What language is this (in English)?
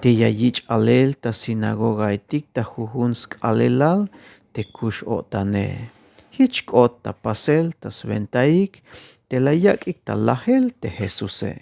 Tzeltal